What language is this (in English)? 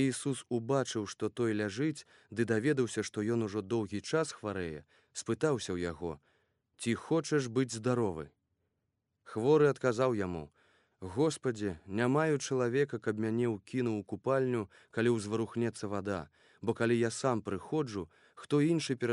Belarusian